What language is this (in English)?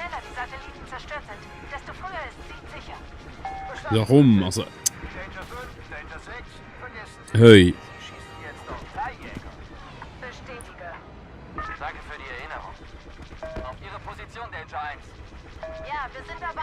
Swiss German